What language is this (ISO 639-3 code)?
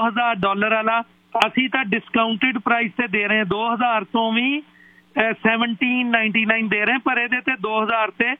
pan